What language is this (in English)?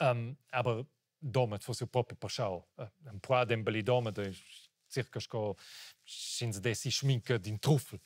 Romansh